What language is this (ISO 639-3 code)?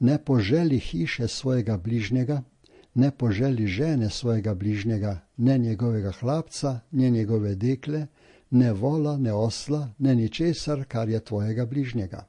slv